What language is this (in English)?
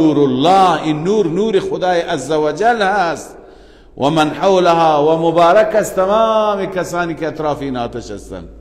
Persian